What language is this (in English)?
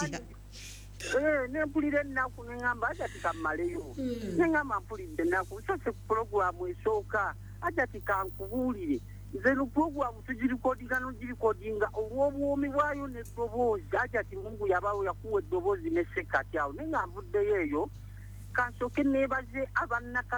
Ganda